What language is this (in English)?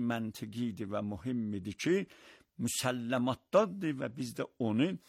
Azerbaijani